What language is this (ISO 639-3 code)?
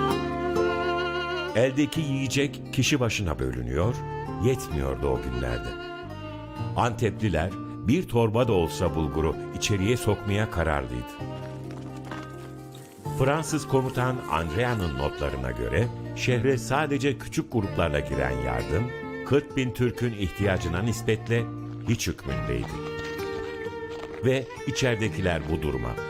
tur